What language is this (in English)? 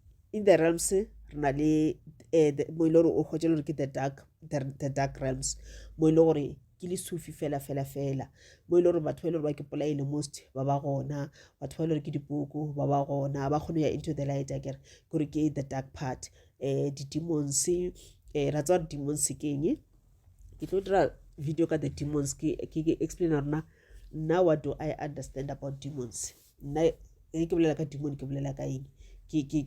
Northern Sotho